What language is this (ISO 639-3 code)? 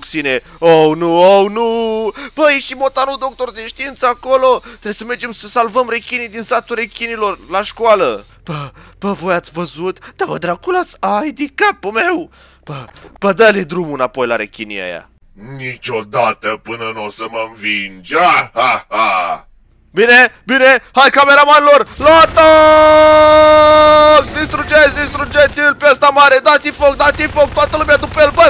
ron